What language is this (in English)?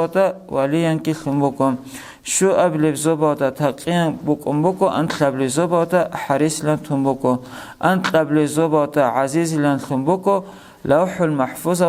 Avaric